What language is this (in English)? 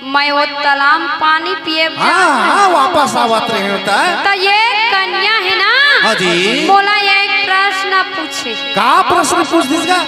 Chhattisgarhi